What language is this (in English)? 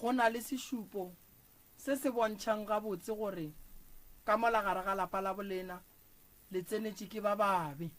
Northern Sotho